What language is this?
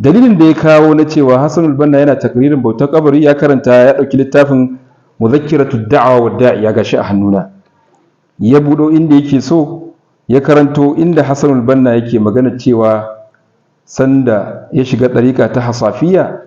Hausa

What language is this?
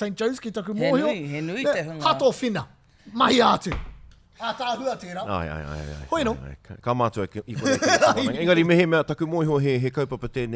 Māori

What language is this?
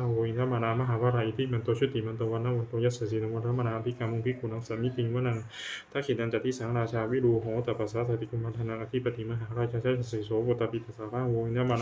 Pali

